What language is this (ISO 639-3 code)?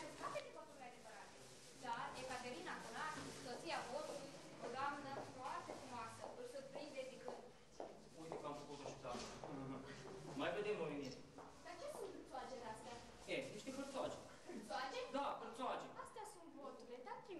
ron